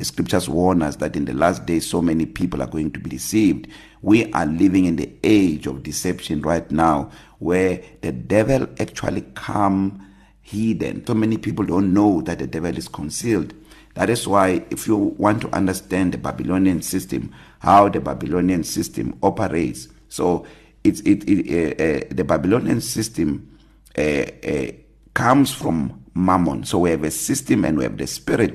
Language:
English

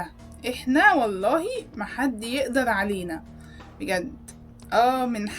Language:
Egyptian Arabic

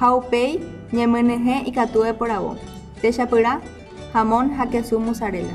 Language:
Guarani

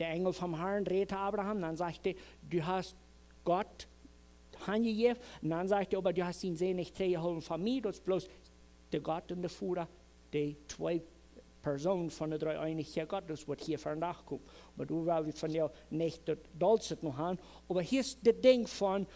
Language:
Plautdietsch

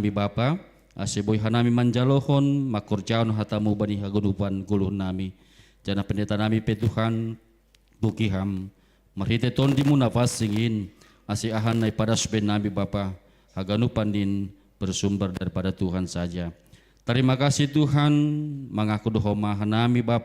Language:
Batak Simalungun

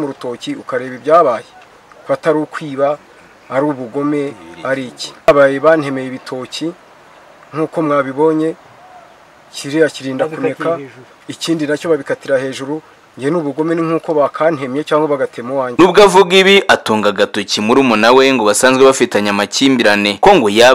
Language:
Kinyarwanda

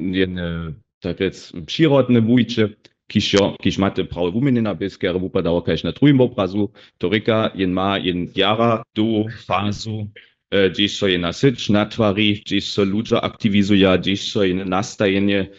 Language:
Upper Sorbian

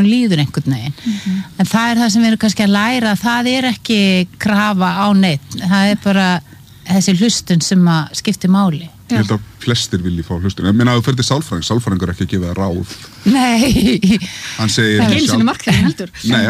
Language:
Icelandic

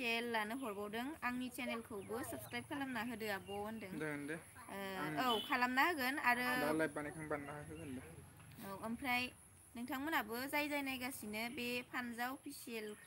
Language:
Bodo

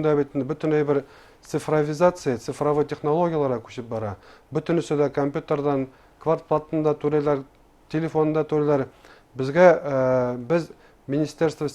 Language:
Bashkir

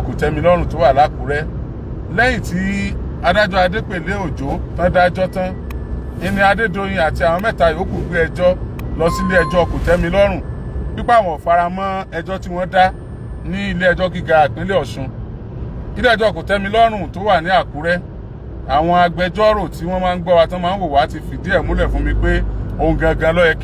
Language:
Yoruba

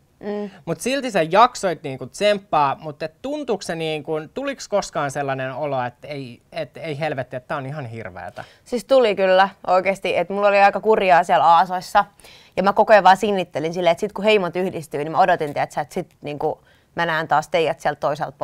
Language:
Finnish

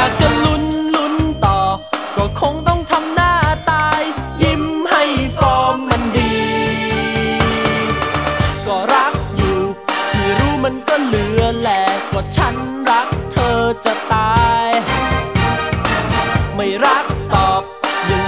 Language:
Thai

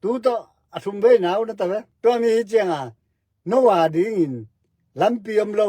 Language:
Tedim Chin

